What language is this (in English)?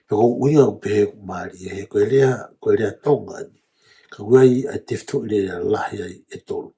Tongan